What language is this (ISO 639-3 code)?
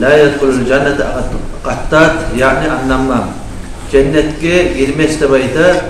kum